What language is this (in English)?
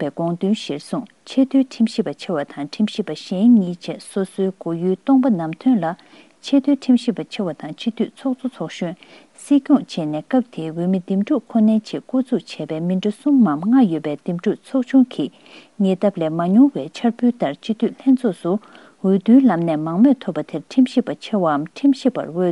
Tibetan